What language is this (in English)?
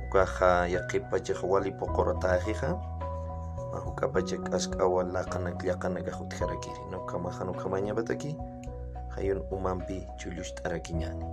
Aymara